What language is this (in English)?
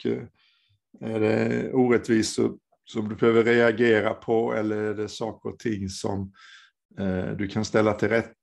Swedish